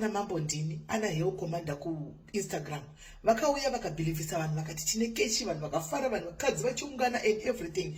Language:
Shona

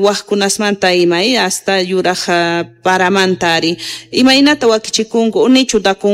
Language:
Quechua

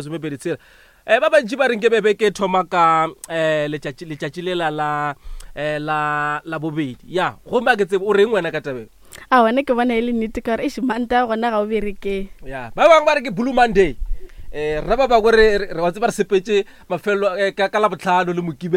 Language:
Northern Sotho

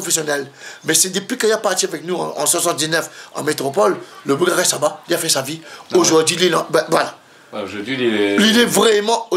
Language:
Réunion Creole French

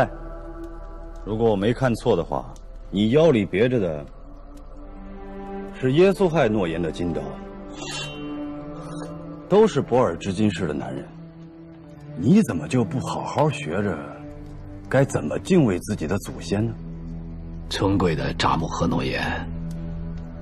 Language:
Chinese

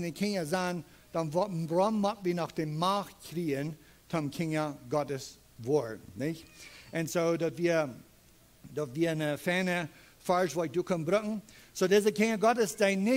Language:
Plautdietsch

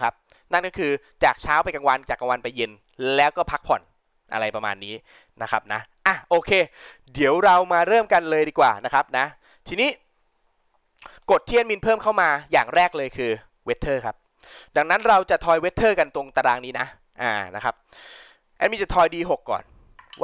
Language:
Thai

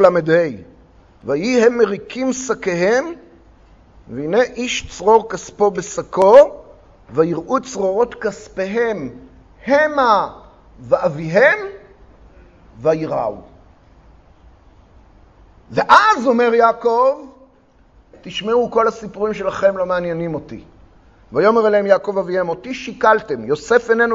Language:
Hebrew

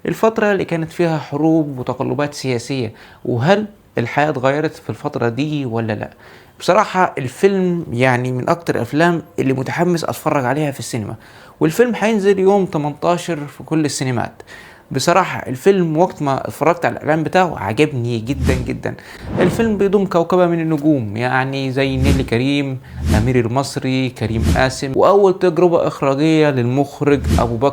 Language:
Egyptian Arabic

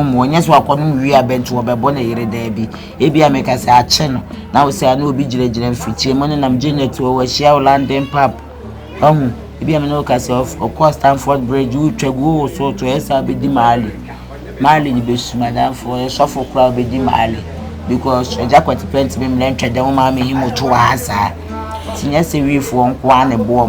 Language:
Akan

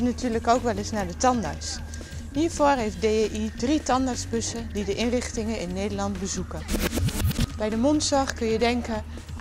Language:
Dutch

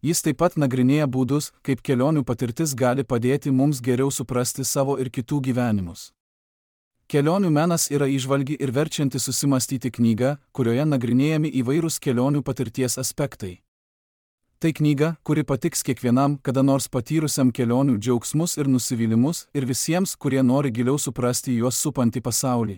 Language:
Lithuanian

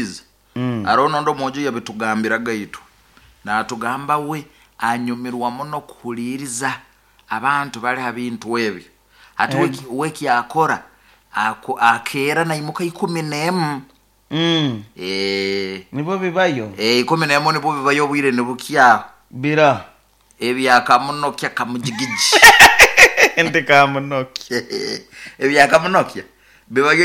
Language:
Nyoro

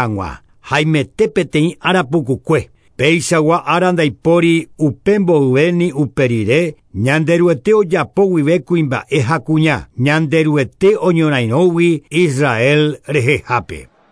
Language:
Guarani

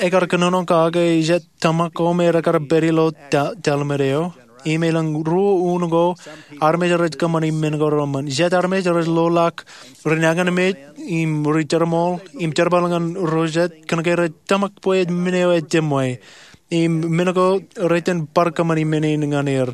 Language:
Marshallese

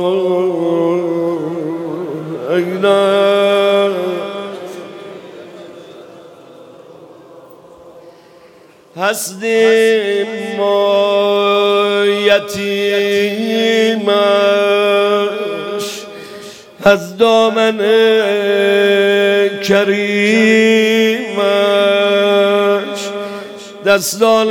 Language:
Persian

